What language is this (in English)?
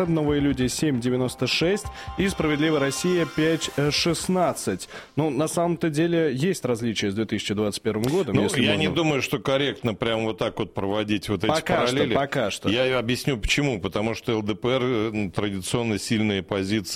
Russian